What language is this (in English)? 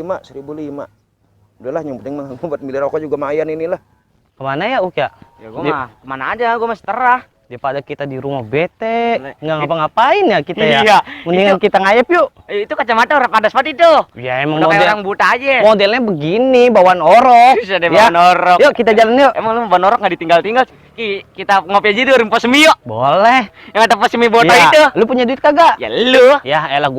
Betawi